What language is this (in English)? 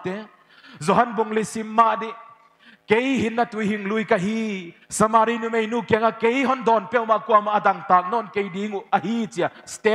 Paite Chin